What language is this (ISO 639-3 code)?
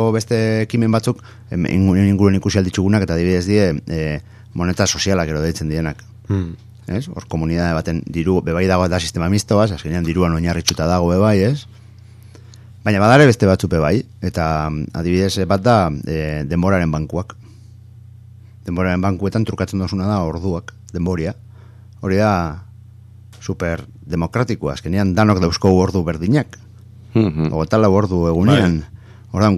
eus